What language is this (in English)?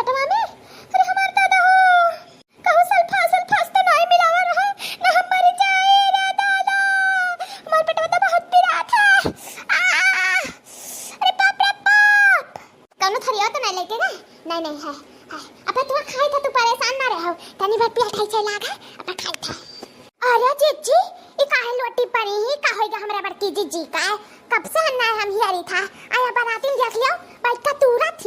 Awadhi